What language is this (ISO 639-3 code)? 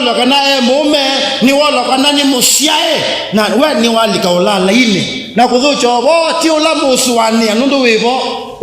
kam